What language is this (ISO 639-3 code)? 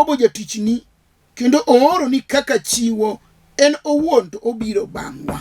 luo